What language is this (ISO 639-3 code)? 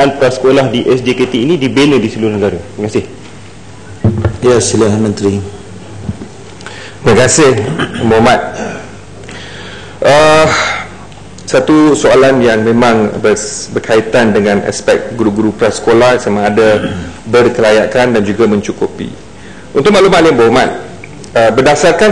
msa